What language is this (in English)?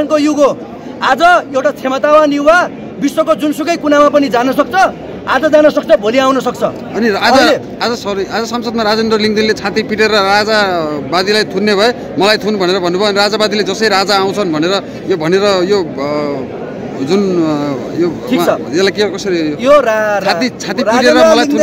Nepali